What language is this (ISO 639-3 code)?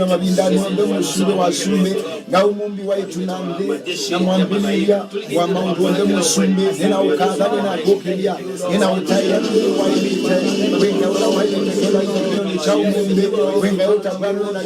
kam